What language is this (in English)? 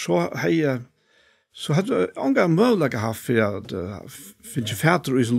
Faroese